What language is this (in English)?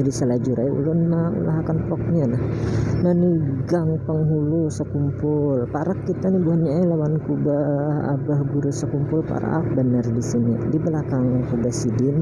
Banjar